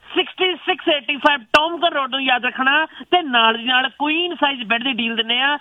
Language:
Punjabi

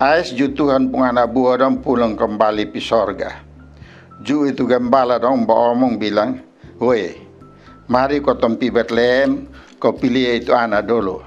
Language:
Kupang Malay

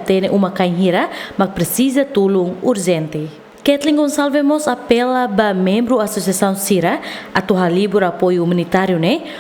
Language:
Tetum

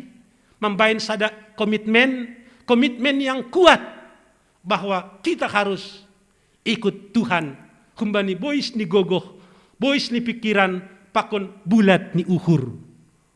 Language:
Batak Simalungun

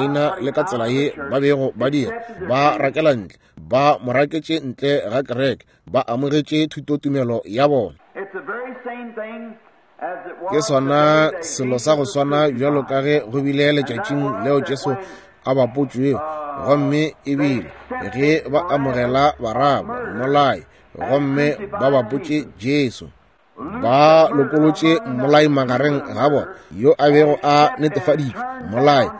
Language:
Northern Sotho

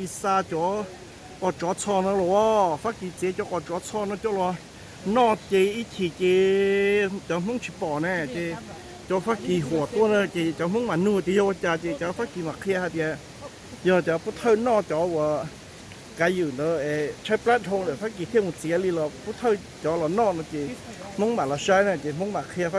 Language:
Hmong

